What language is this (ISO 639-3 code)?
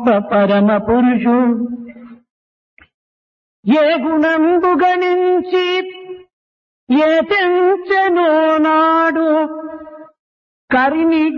tel